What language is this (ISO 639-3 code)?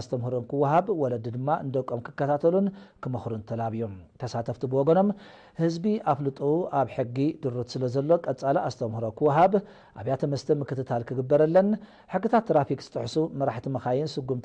tir